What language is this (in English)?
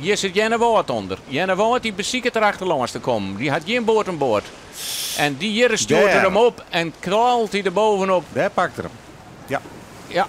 Western Frisian